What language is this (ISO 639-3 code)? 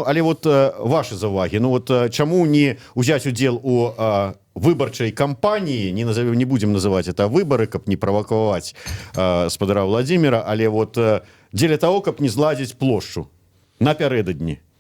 bel